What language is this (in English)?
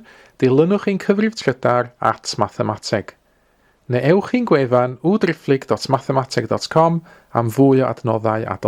Welsh